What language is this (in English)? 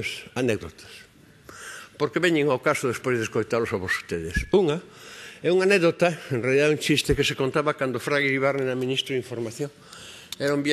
Galician